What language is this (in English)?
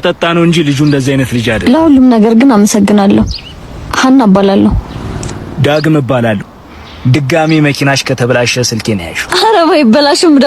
Amharic